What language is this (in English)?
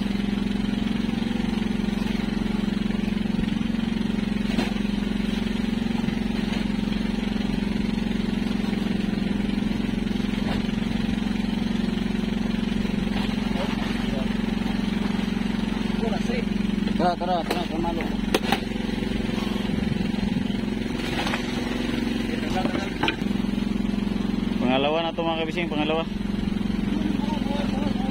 Filipino